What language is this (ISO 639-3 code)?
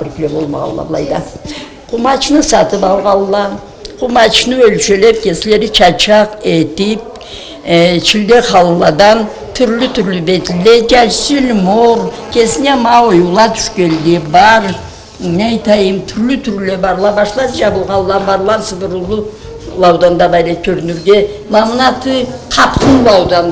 krc